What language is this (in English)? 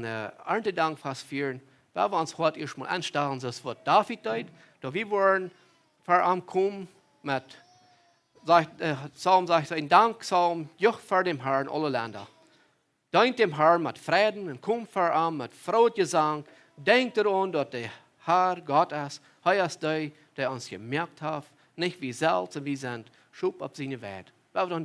Plautdietsch